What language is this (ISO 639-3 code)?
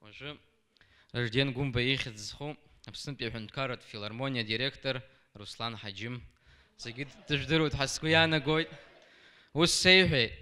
abk